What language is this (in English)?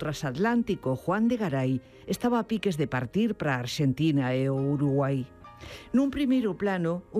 Galician